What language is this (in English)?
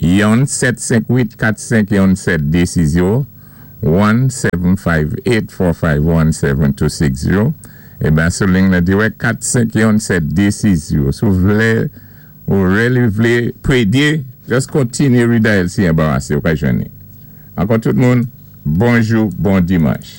Saint Lucian Creole French